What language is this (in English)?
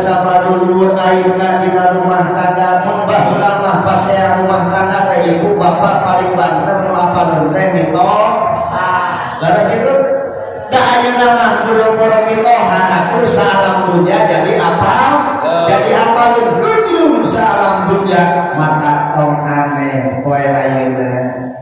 Sundanese